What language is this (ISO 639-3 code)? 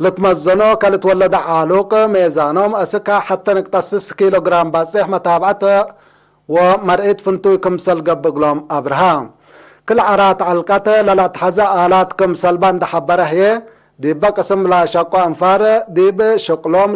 tig